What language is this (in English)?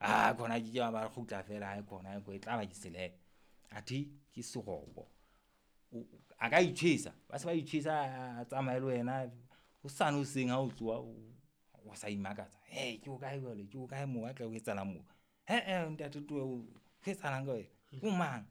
Southern Sotho